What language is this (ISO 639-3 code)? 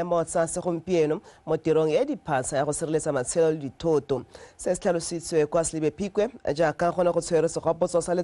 tsn